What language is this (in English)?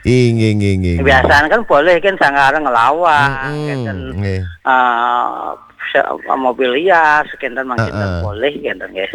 Balinese